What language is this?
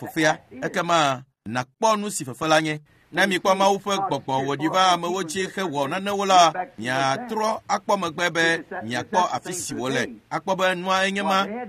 Ewe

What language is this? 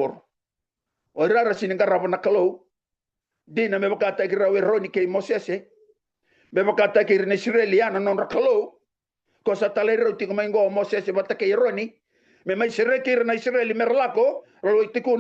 Fijian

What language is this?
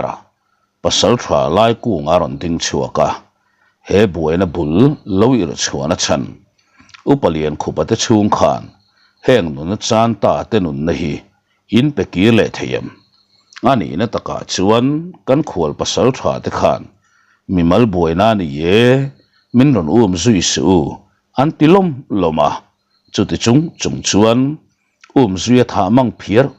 Mizo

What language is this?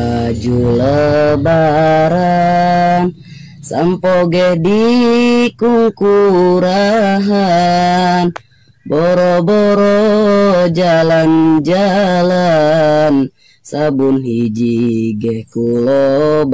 Sundanese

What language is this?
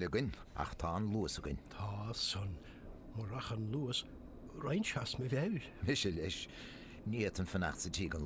Irish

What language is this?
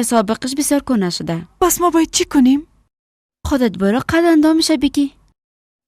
Persian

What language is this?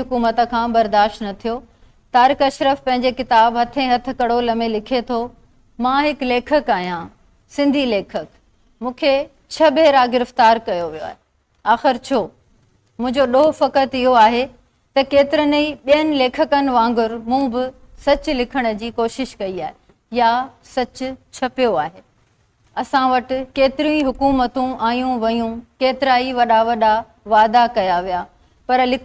Sindhi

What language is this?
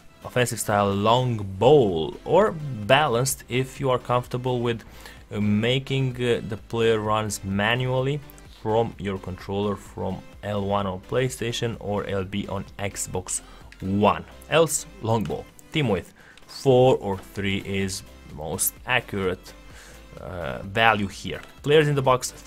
English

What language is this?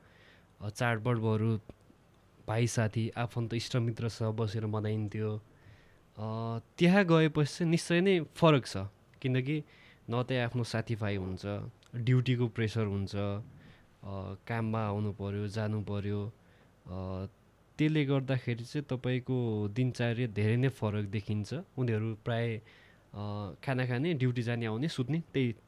Nepali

